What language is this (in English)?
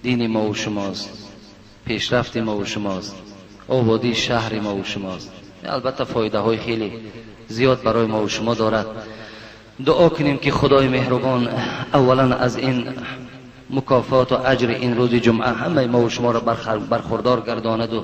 Tajik